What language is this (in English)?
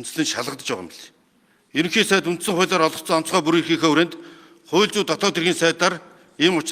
Mongolian